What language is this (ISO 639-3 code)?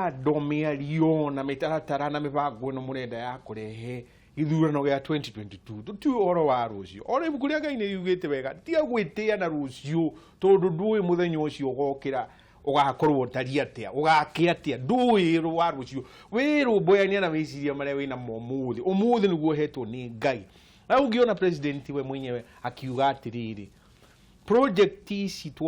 kik